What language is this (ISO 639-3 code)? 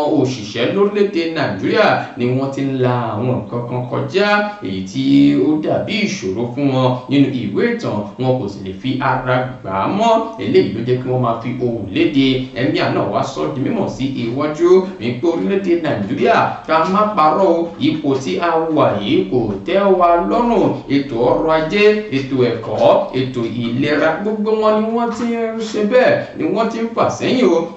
yor